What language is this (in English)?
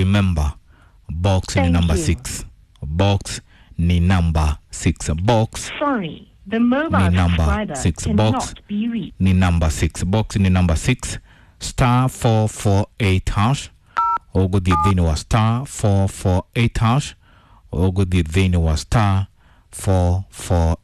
Kikuyu